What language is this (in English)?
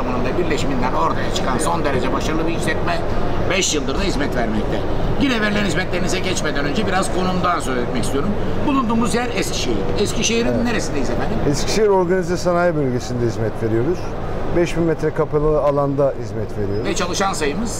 Turkish